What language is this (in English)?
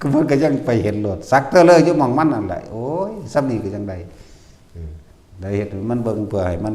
Northeastern Thai